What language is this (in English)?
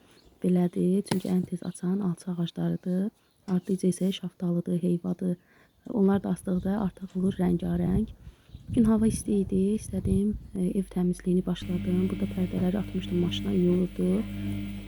Azerbaijani